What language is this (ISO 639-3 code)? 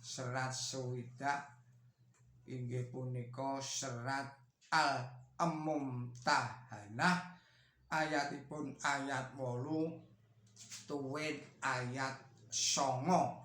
jav